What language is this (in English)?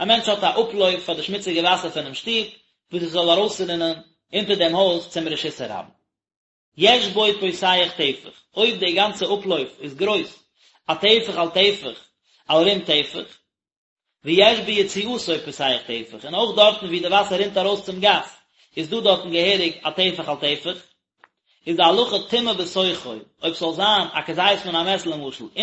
Yiddish